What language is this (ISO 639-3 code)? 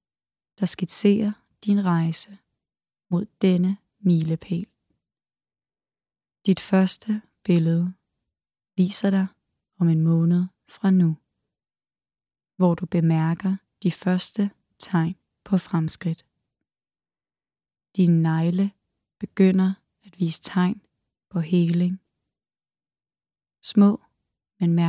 dan